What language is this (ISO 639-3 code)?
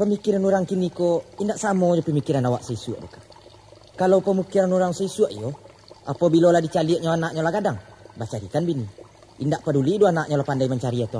min